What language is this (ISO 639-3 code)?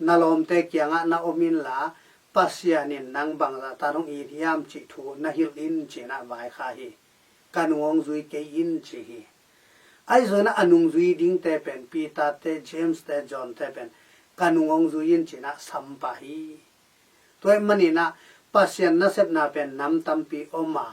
ctd